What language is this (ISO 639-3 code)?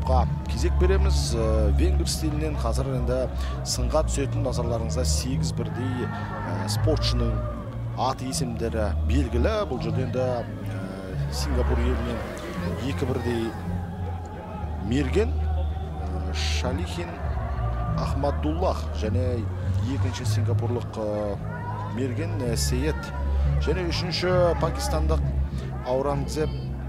kaz